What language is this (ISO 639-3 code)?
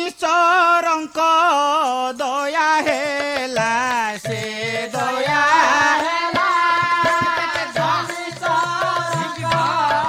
ori